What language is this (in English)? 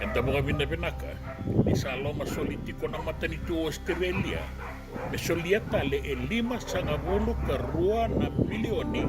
Fijian